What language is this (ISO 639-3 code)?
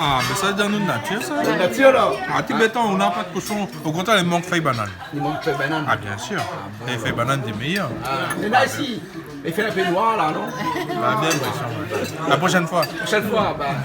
rcf